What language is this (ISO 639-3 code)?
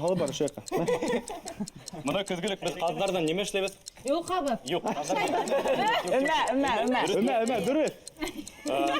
bak